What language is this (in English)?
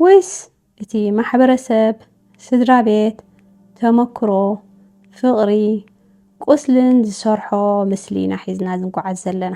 Tigrinya